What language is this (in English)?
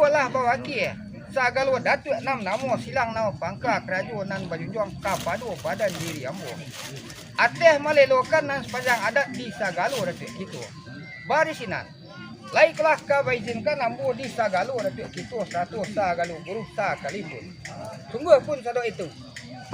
Minangkabau